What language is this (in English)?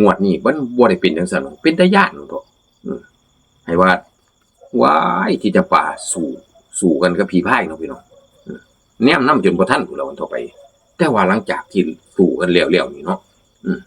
Northeastern Thai